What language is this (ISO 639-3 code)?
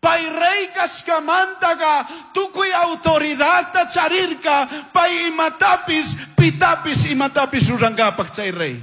qug